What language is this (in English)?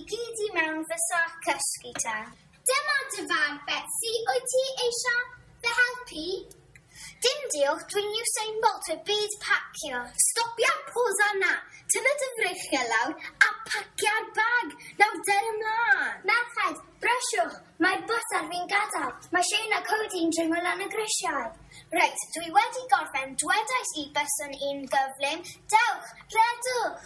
Welsh